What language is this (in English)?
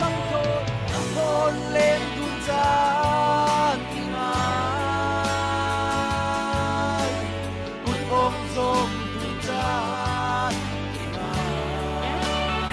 Falam Chin